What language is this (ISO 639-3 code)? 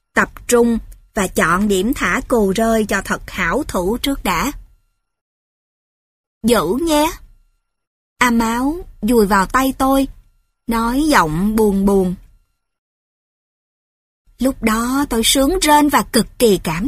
vie